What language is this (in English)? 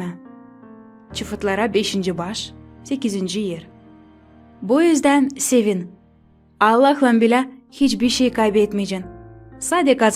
Gagauz